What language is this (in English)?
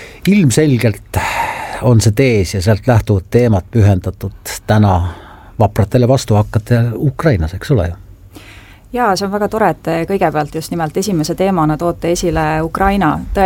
Estonian